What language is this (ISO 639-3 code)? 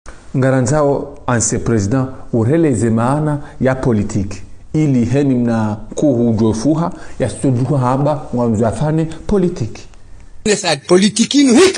zdj